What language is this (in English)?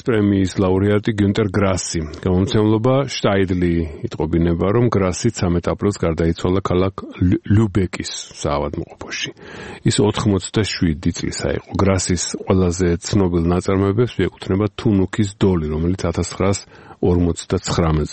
Georgian